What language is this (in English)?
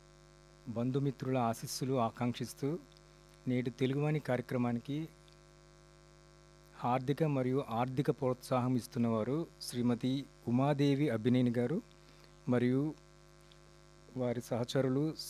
Telugu